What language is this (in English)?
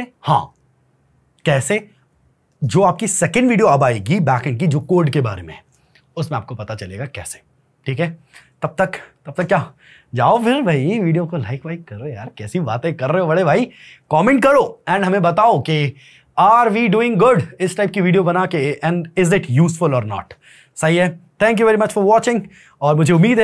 Hindi